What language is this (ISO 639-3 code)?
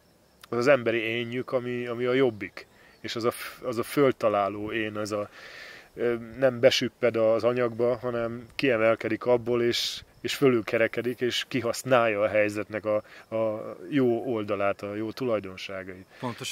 hun